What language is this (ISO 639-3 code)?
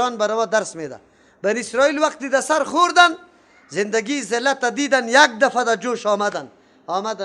fas